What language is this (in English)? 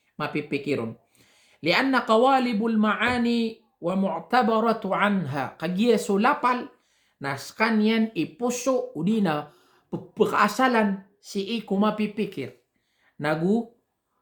Maranao